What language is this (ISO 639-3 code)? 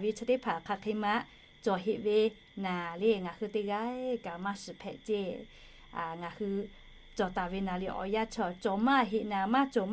lhu